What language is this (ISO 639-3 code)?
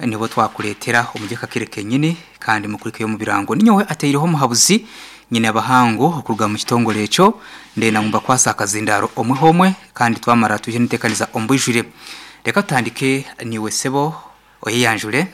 nyn